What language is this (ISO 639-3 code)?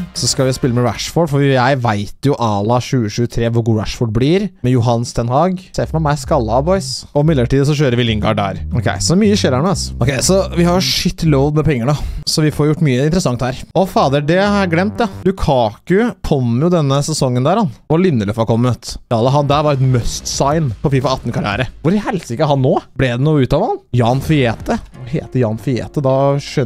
nor